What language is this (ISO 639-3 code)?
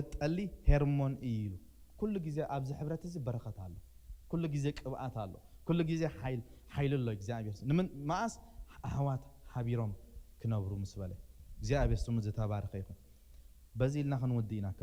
tir